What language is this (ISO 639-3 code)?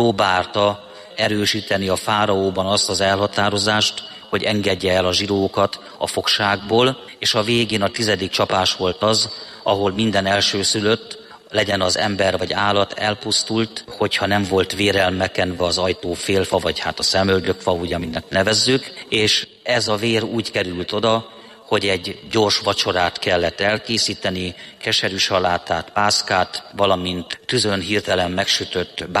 hun